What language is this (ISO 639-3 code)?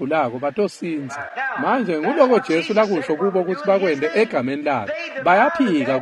ssw